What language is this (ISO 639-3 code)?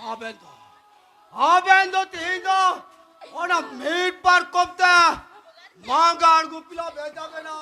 sat